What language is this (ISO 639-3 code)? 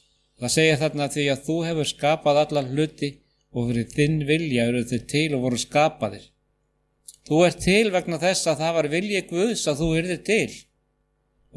isl